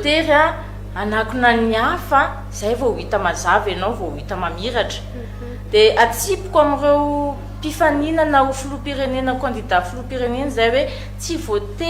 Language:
Malagasy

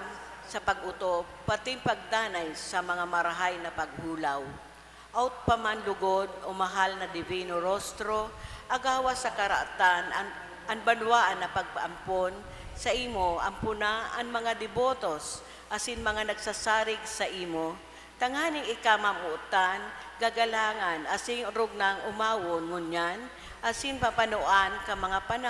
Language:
Bikol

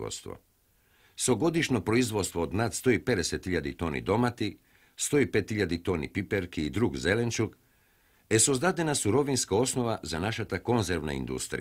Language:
Macedonian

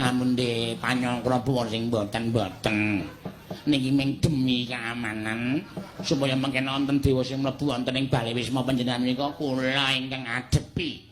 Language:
Javanese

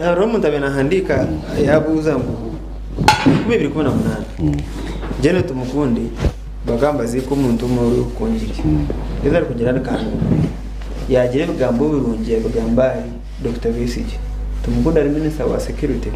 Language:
Nyankole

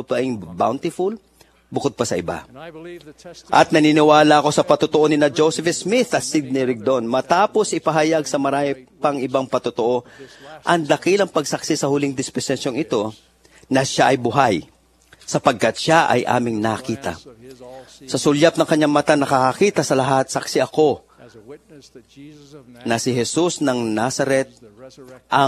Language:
Filipino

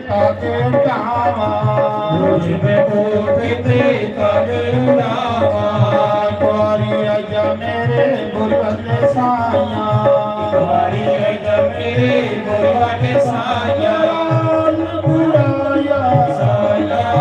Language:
Dogri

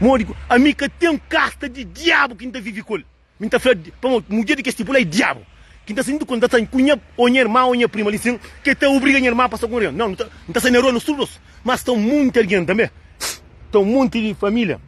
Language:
Kabuverdianu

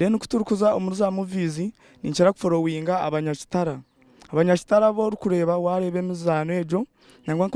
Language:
Nyankole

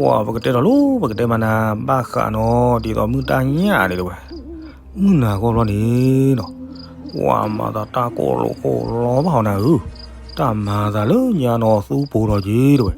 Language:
S'gaw Karen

